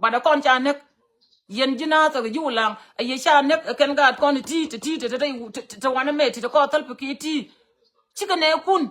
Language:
Nuer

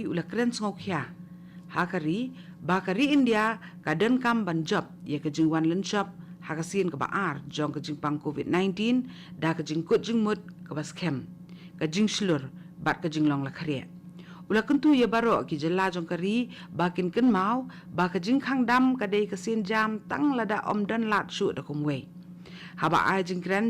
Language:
Khasi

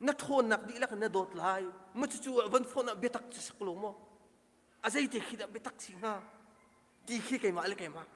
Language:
Hakha Chin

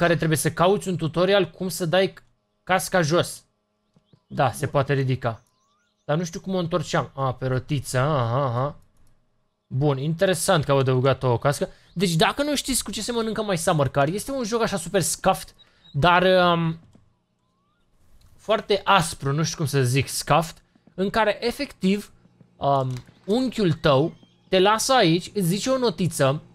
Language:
Romanian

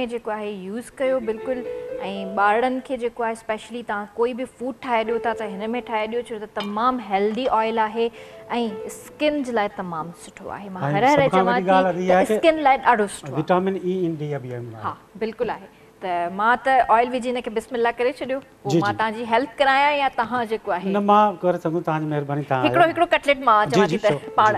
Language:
Sindhi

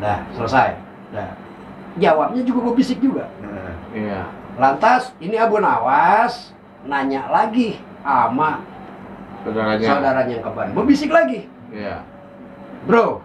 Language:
Betawi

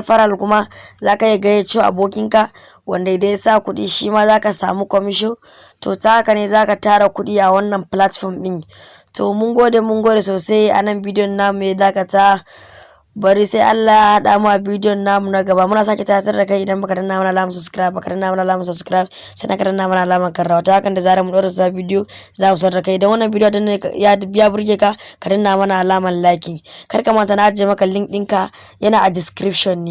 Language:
Hausa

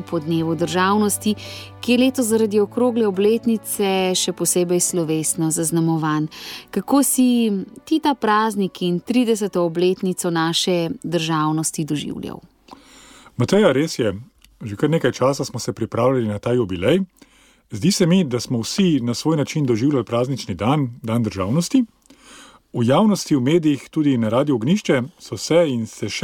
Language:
Slovenian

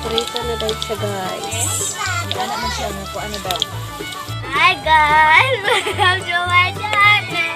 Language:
Cebuano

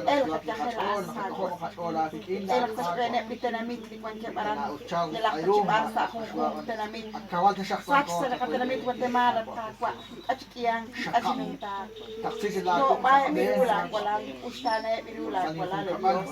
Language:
Kekchí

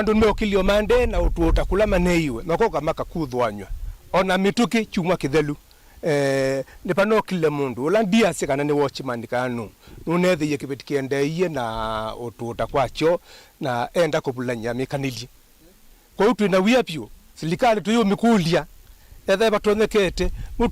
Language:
Kamba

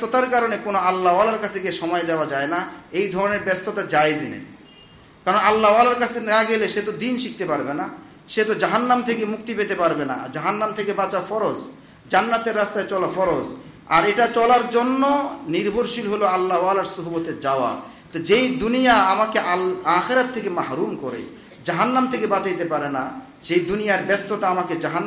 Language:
Bangla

